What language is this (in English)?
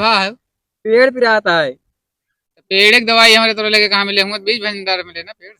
Awadhi